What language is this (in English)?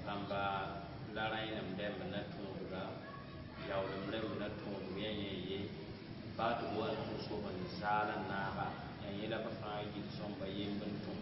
Mossi